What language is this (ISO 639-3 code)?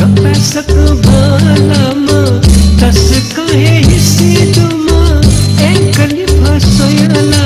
new